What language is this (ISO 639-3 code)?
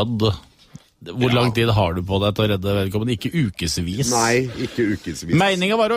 nor